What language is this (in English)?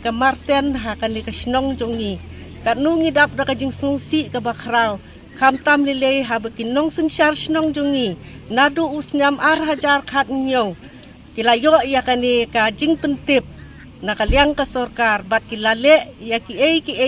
Khasi